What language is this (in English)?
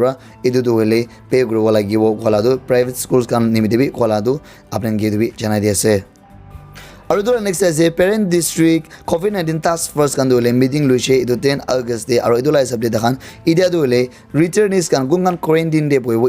Naga Pidgin